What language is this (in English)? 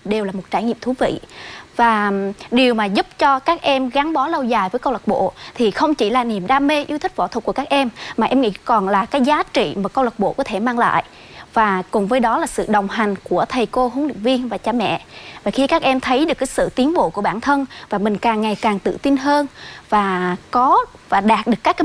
Vietnamese